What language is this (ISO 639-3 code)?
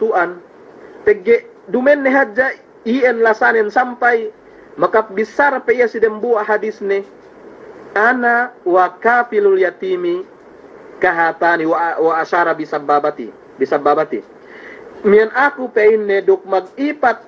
yka